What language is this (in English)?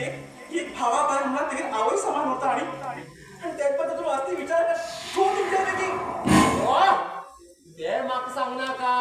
Konkani